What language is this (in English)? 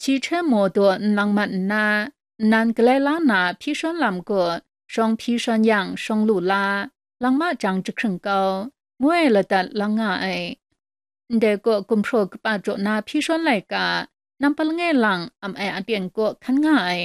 Kachin